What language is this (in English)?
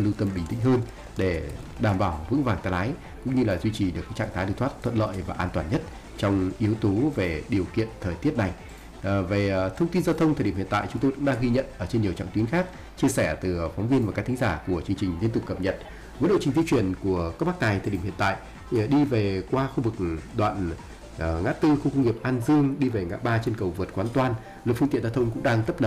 Vietnamese